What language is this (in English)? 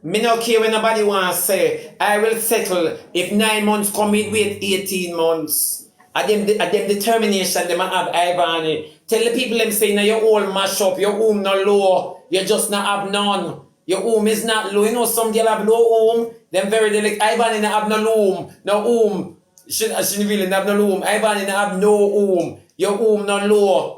Jamaican Creole English